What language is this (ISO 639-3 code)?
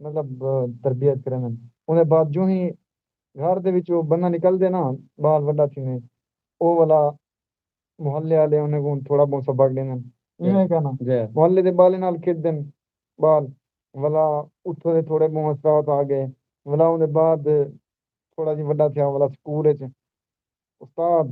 skr